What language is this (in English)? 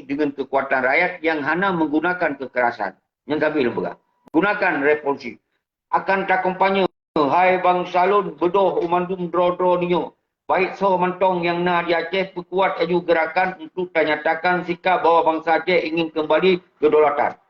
Achinese